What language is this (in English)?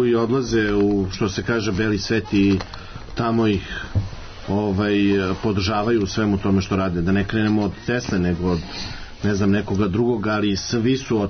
Serbian